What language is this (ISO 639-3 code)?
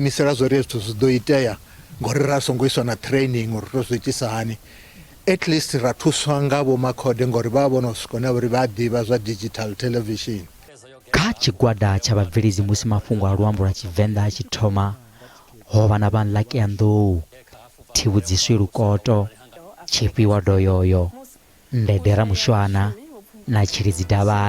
ven